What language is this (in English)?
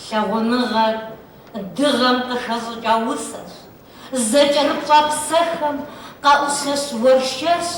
Kabardian